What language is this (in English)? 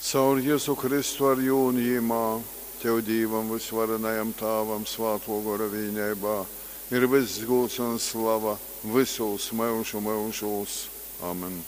Latgalian